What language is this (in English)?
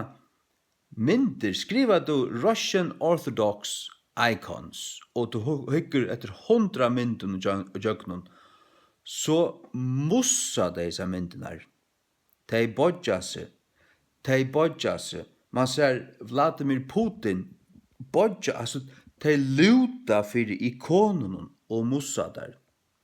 Faroese